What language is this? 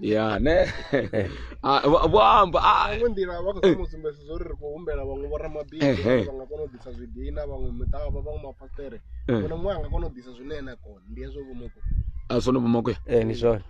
Venda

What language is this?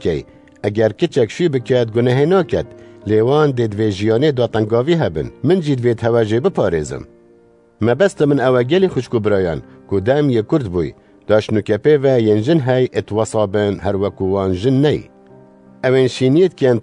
Kurdish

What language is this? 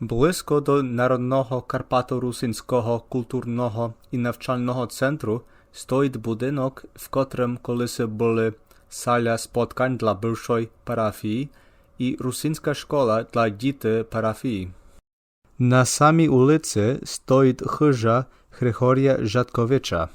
Rusyn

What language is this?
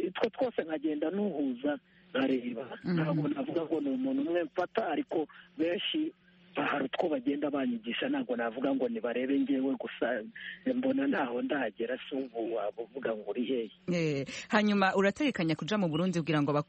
Kinyarwanda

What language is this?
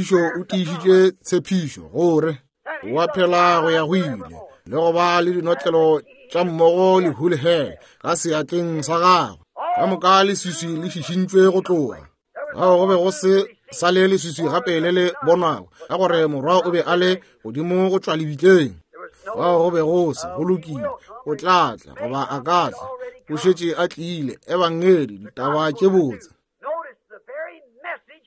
Northern Sotho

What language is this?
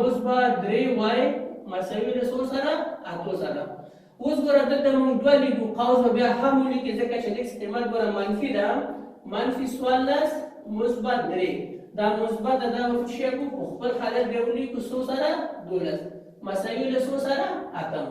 Pashto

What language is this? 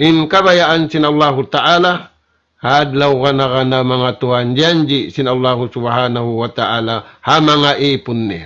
Tausug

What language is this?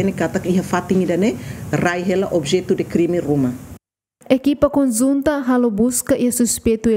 Tetum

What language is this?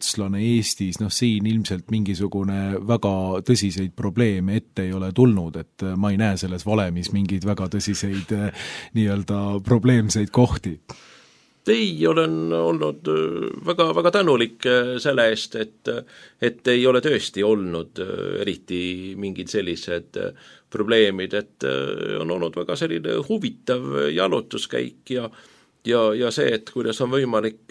Estonian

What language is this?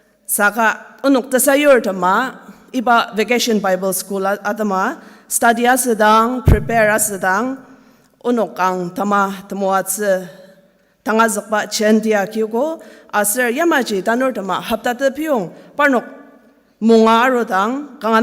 Ao Naga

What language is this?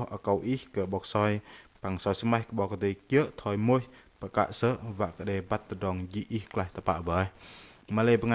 Bahnar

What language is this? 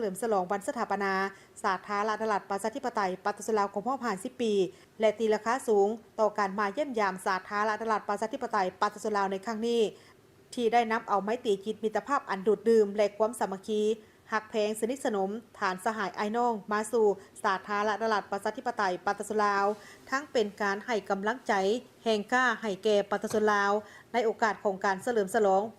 Lao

